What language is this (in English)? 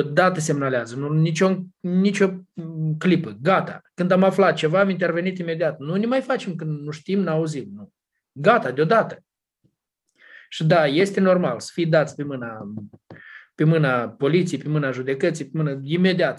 Romanian